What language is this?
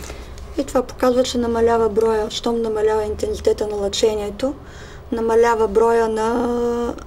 Bulgarian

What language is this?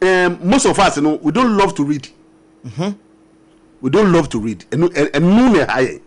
Akan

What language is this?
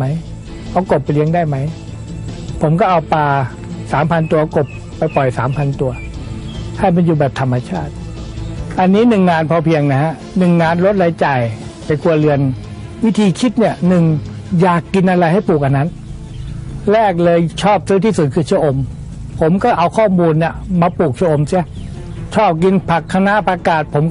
Thai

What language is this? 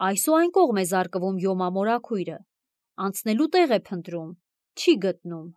Armenian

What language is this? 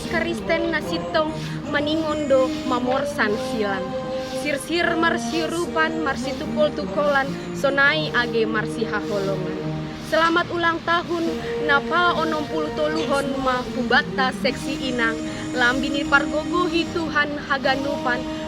Batak Simalungun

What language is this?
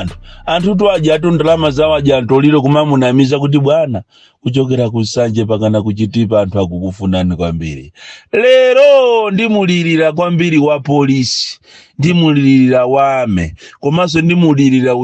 Nyanja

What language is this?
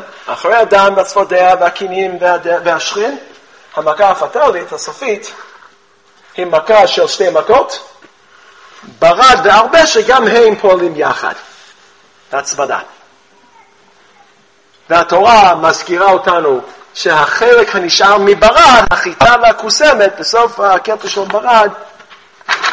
Hebrew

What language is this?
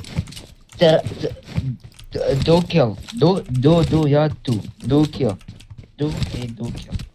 Mesopotamian Arabic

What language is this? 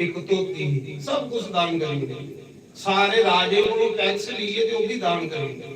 Dogri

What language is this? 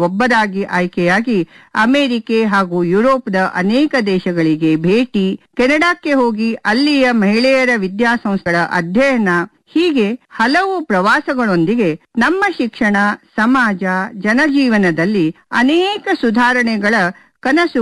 Kannada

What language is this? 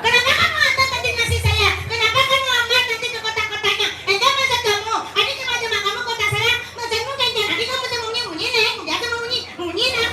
Balinese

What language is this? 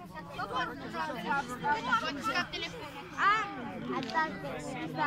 Romanian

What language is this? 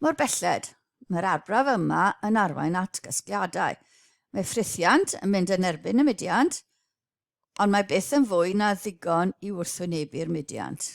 Welsh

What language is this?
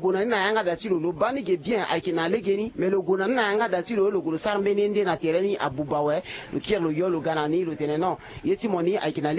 Sango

